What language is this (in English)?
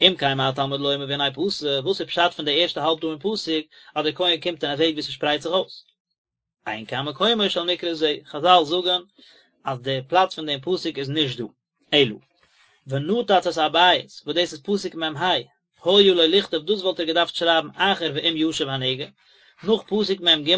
Yiddish